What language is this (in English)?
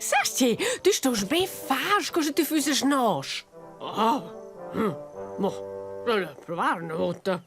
Romansh